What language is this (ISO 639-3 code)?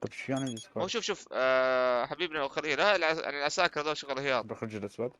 apc